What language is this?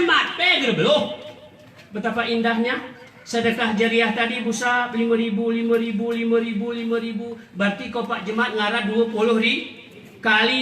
Gayo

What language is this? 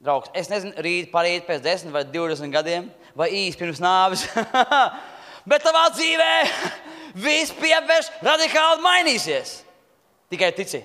Latvian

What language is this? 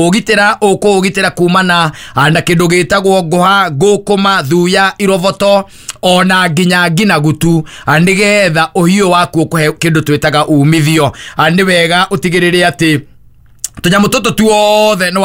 Kikuyu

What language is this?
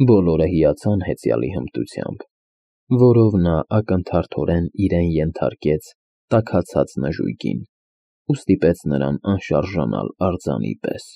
Armenian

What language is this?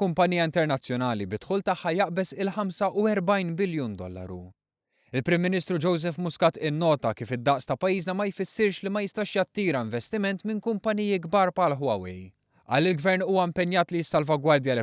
Maltese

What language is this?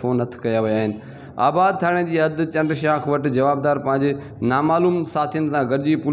Sindhi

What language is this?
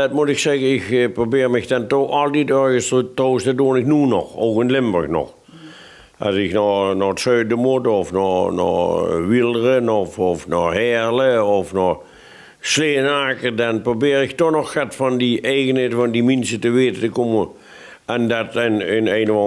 Limburgish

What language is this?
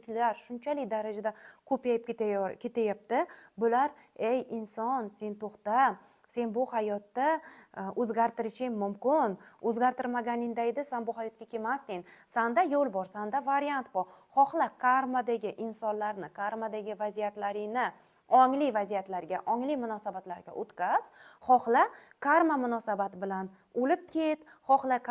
Uzbek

